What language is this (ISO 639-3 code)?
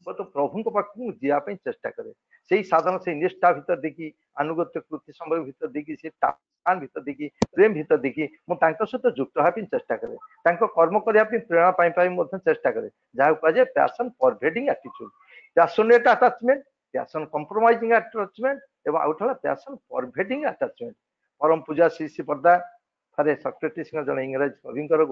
ori